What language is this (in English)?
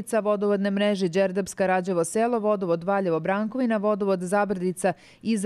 Serbian